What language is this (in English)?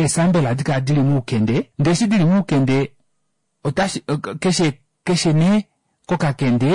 Kuanyama